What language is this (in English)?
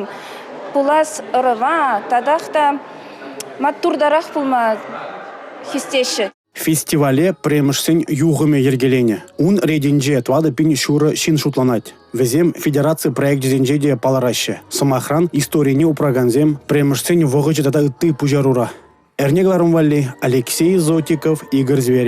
Chuvash